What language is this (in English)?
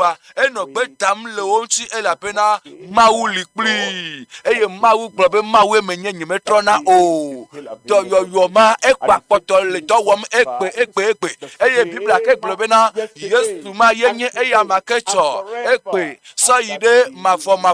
Ewe